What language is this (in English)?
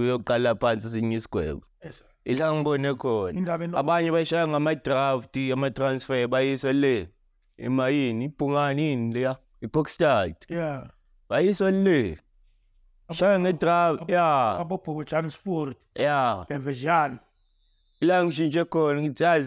Zulu